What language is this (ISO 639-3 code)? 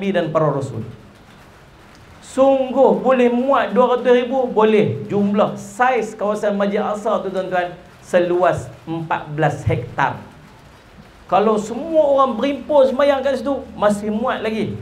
msa